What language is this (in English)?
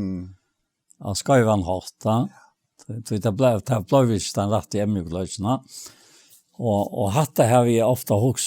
Faroese